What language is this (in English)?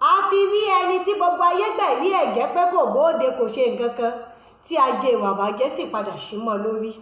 Yoruba